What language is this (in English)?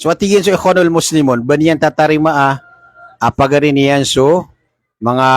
Maranao